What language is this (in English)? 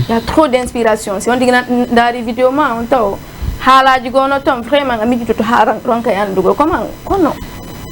Fula